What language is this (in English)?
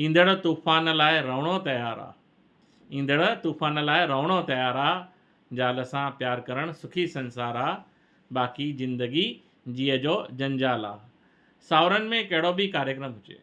Sindhi